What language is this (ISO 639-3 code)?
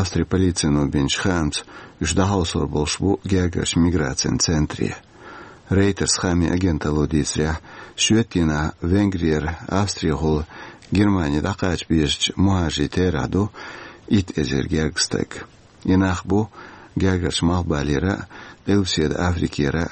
che